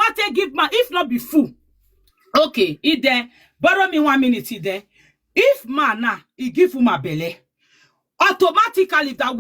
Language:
Nigerian Pidgin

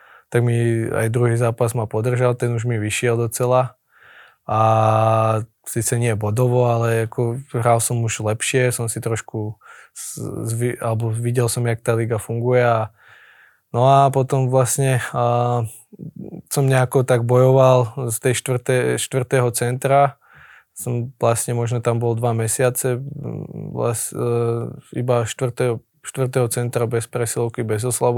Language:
Slovak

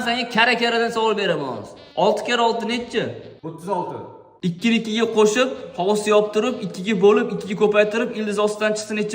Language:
Uzbek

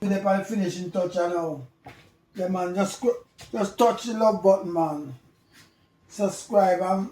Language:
Jamaican Creole English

